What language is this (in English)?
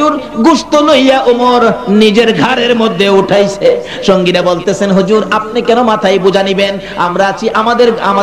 Bangla